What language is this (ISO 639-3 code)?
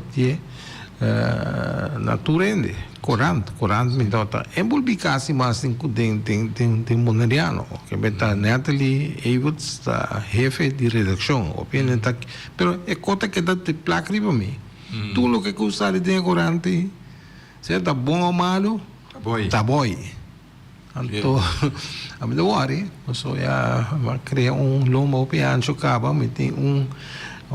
pap